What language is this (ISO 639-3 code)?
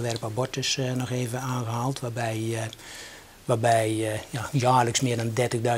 nld